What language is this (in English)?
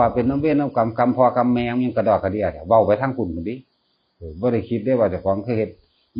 Northeastern Thai